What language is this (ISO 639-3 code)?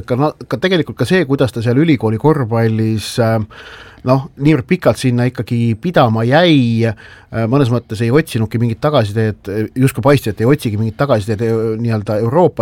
est